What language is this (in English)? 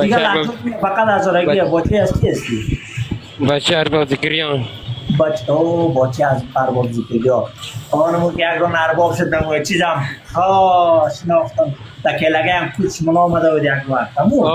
Persian